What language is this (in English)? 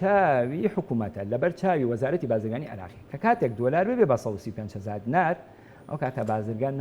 Central Kurdish